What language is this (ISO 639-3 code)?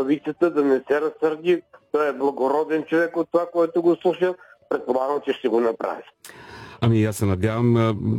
bul